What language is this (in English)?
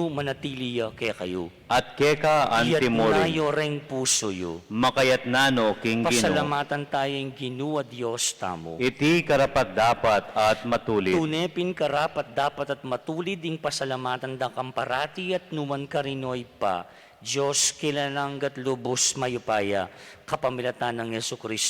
Pampanga